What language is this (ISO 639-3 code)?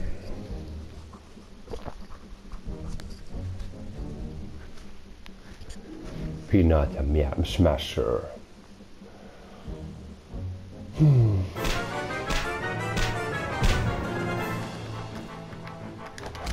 fin